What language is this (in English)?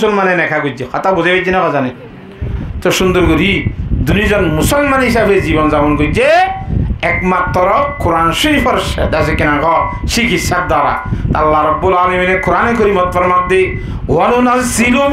Rohingya